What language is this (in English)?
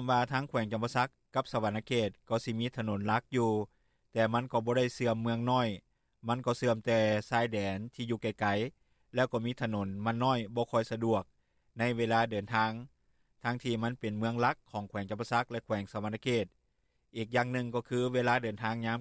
Lao